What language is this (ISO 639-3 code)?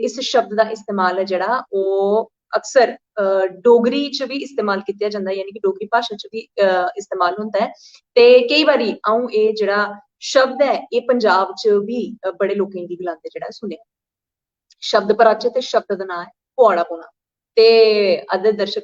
doi